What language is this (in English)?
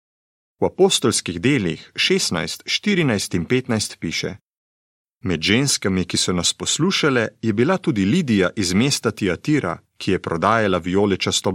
Slovenian